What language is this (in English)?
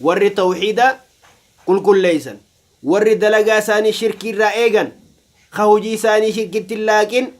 Oromo